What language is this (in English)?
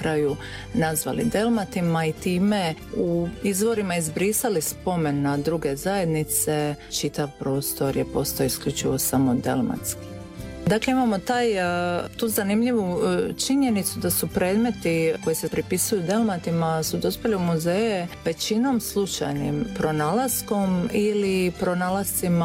Croatian